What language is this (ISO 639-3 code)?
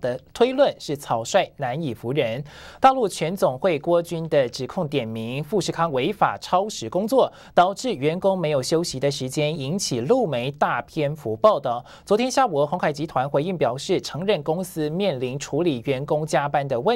zho